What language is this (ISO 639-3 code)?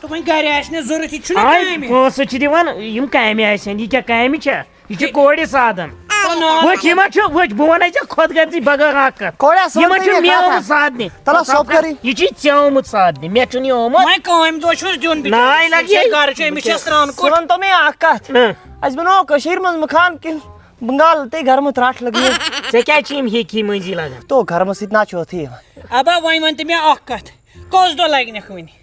kas